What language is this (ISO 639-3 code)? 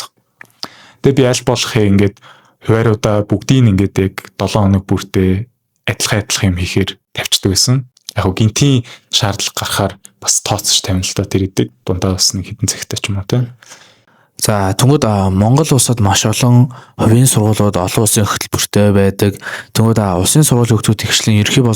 mon